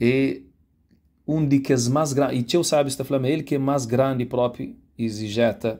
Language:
Kabuverdianu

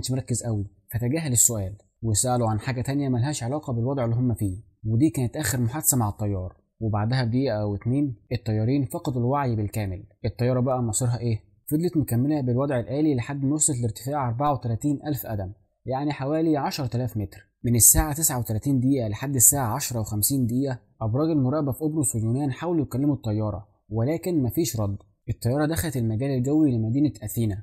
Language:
Egyptian Arabic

